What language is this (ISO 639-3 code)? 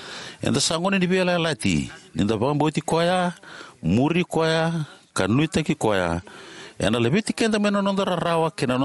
fij